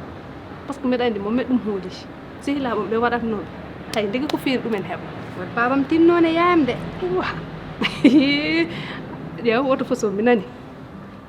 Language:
Fula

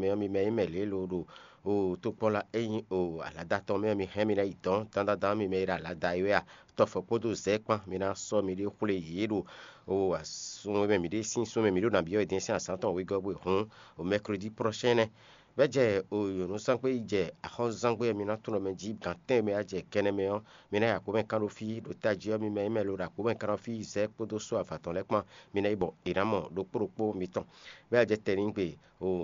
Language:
Fon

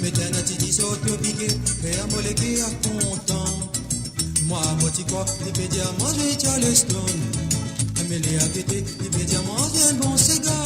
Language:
Morisyen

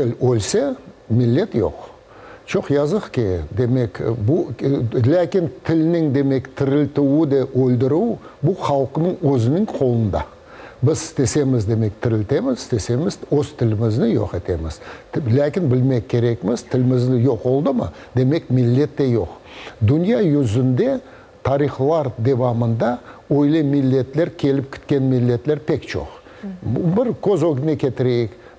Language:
Crimean Tatar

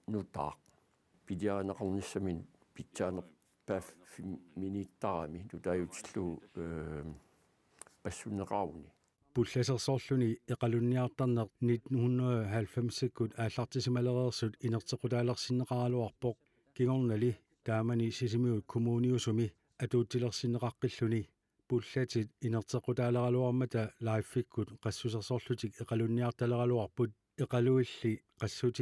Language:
Kalaallisut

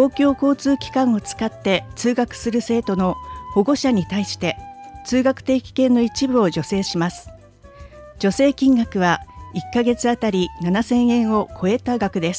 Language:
Japanese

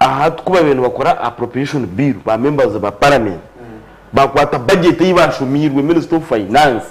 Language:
Nyankole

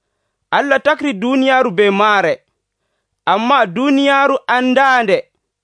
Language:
Nigerian Fulfulde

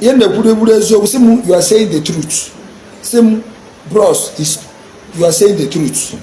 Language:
Igbo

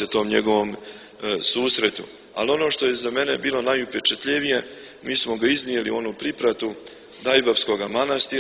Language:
Serbian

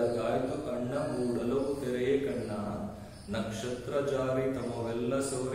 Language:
Kannada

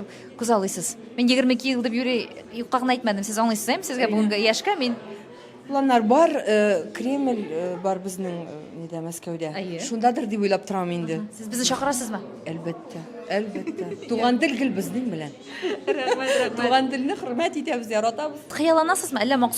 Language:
Tatar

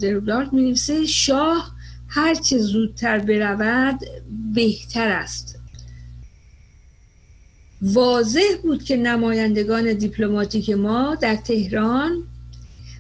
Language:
Persian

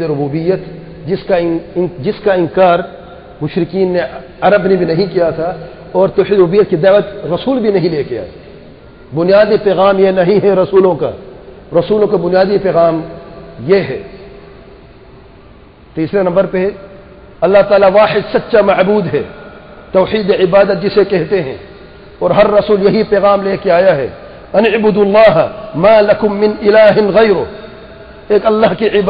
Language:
Urdu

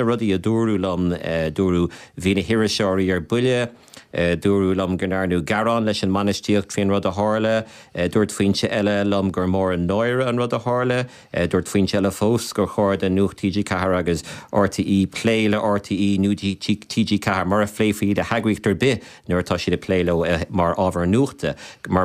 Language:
Irish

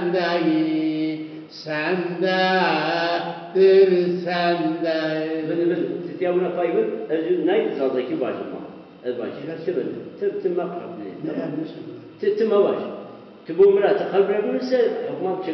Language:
Zaza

